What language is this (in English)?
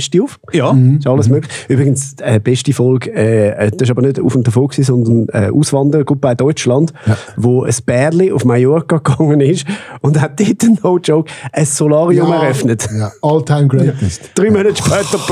Swiss German